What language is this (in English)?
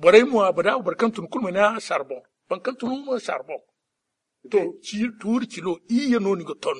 Zarma